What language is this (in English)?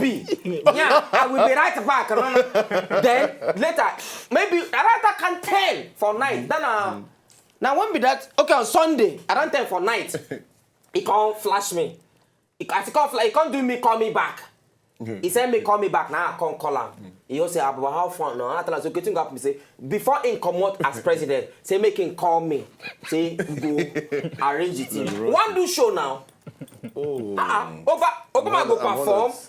Nigerian Pidgin